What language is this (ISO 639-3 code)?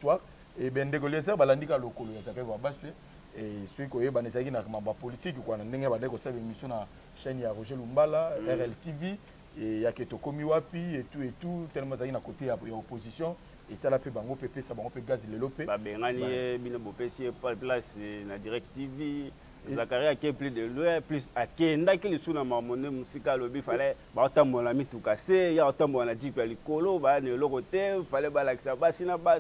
lin